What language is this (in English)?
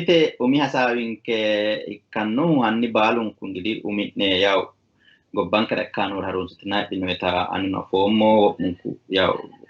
Sidamo